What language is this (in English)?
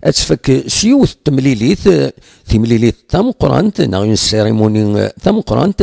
Kabyle